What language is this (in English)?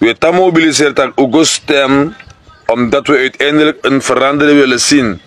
Sranan Tongo